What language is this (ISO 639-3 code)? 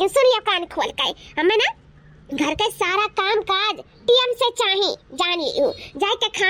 awa